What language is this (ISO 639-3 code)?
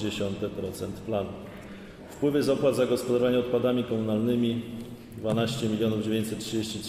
pol